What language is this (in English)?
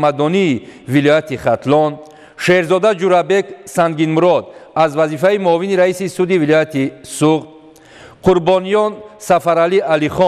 Tajik